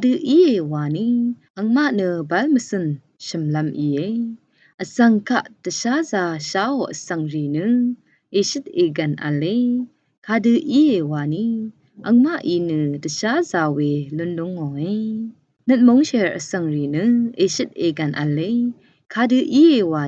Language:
Rawang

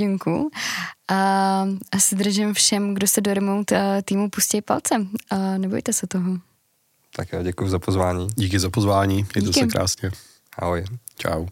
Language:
Czech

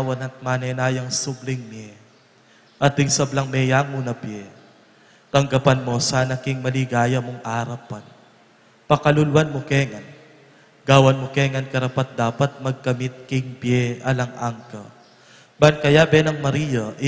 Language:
Pampanga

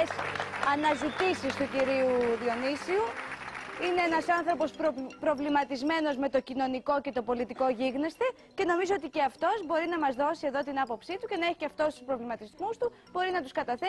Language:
Greek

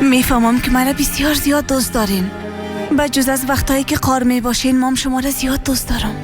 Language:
Persian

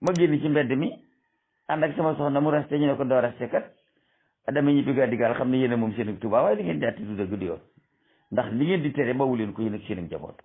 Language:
Wolof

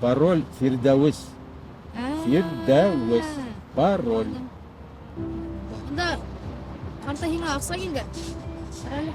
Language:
Bashkir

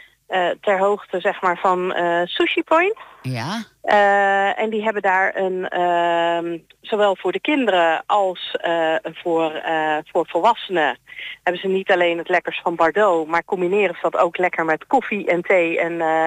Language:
Dutch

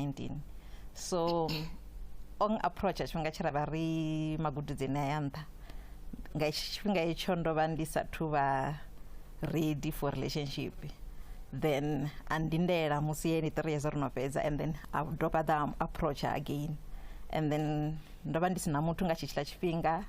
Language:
Venda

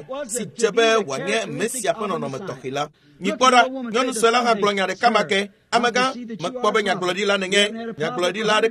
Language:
Ewe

